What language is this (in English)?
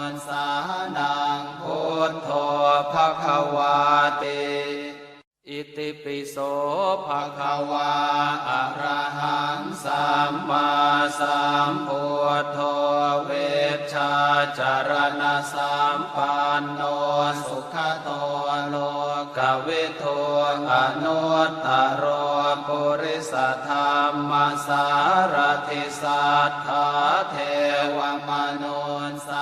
Pali